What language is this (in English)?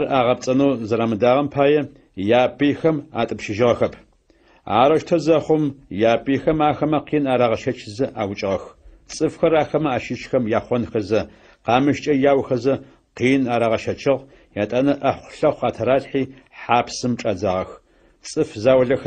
Adyghe